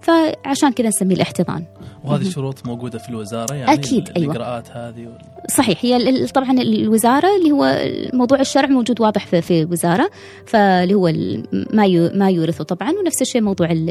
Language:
Gulf Arabic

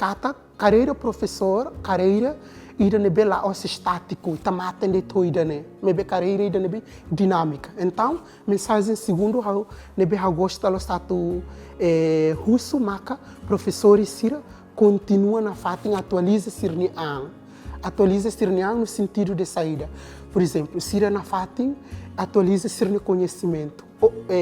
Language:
Tetum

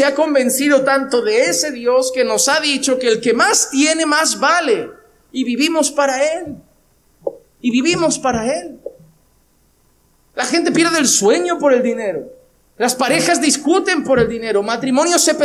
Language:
Spanish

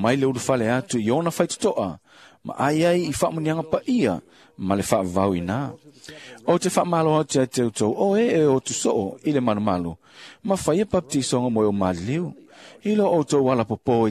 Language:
Samoan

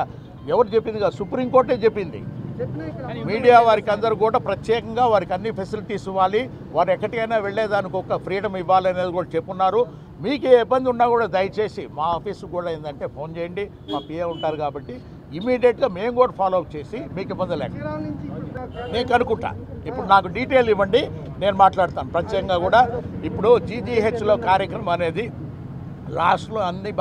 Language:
Telugu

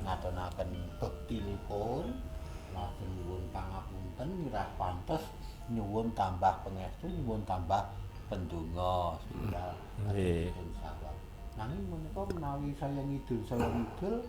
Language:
Javanese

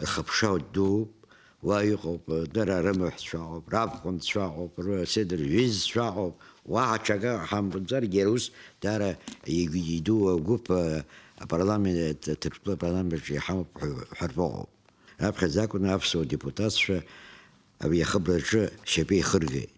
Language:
Abkhazian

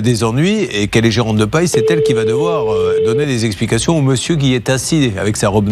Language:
French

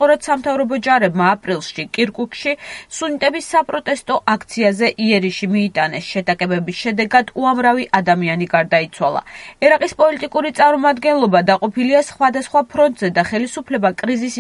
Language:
Georgian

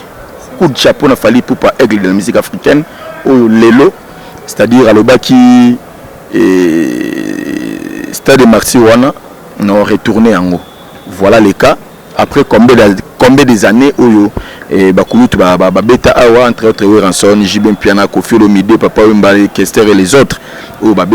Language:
Lingala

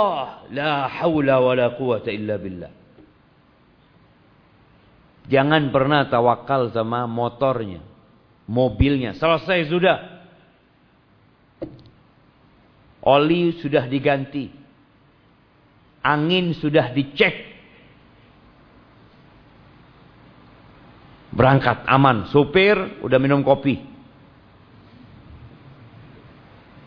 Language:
Indonesian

